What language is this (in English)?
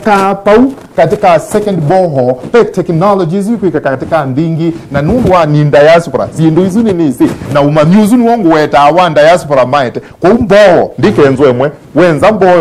Kamba